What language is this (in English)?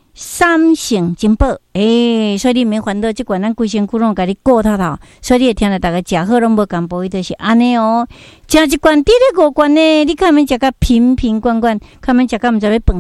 Min Nan Chinese